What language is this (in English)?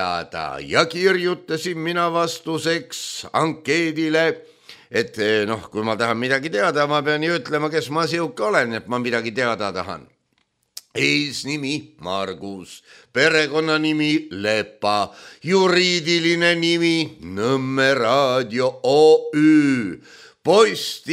Estonian